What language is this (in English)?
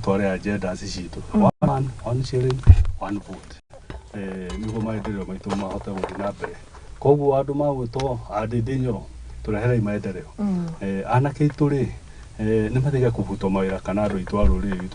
Kikuyu